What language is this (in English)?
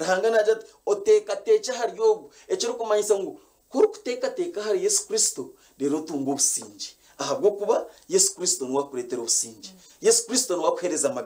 Nyankole